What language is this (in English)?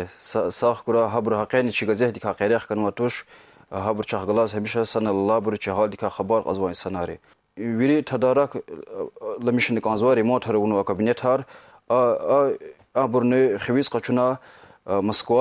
Lezghian